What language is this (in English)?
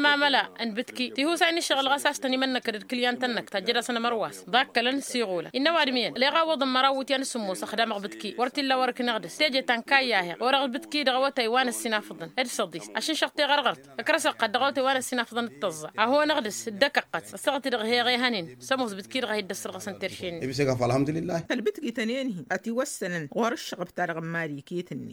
Tamasheq